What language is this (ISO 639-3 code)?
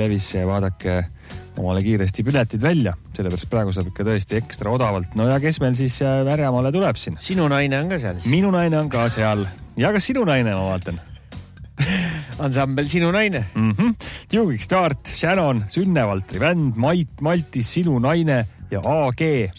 est